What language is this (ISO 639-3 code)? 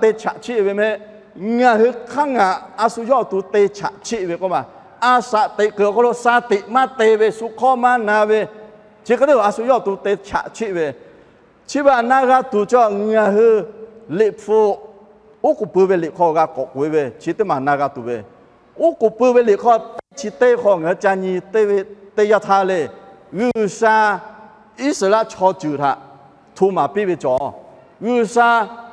lhu